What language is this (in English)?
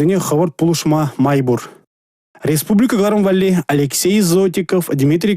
Chuvash